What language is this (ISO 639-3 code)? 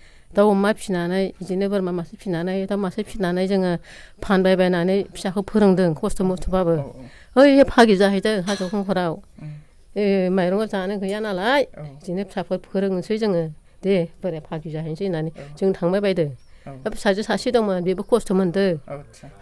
brx